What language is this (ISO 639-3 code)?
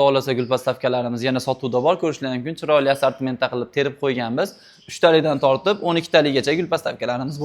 uzb